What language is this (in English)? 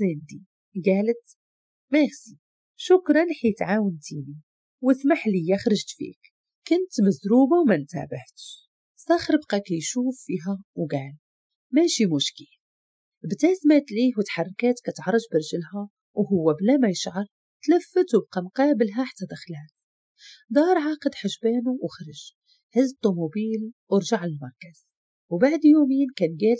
Moroccan Arabic